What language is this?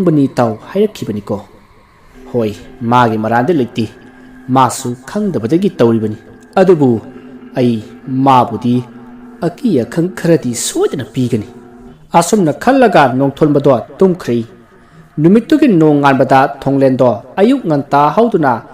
Manipuri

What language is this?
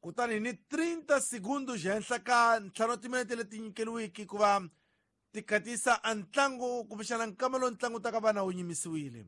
Tsonga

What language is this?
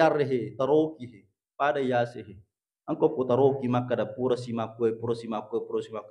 Buginese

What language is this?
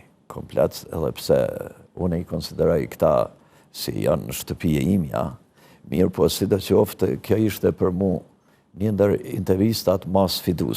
Albanian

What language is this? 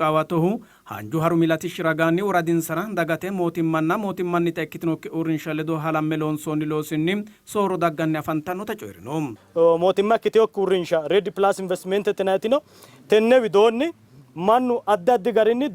Sidamo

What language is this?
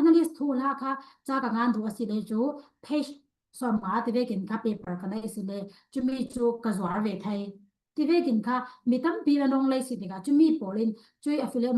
Falam Chin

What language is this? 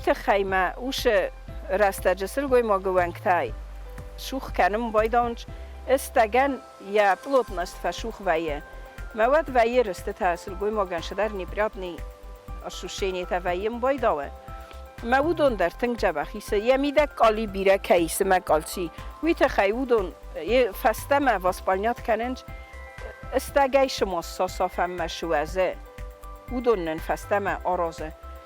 Ossetic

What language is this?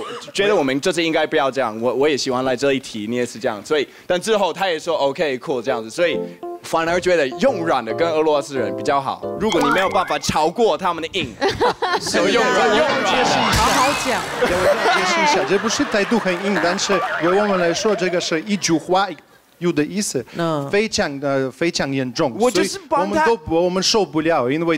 Chinese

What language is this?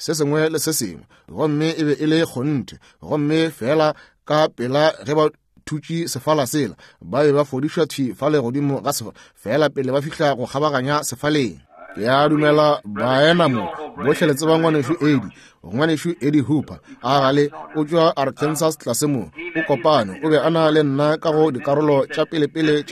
Northern Sotho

